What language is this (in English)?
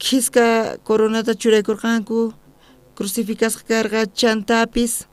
South Bolivian Quechua